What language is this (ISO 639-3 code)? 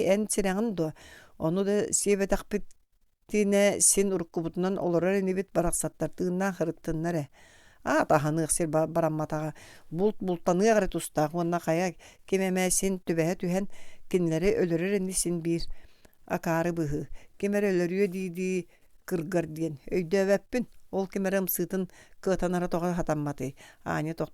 sah